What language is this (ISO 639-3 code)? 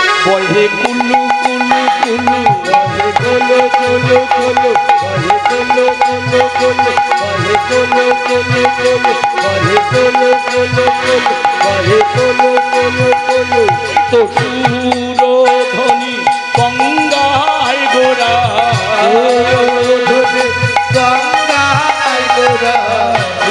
ben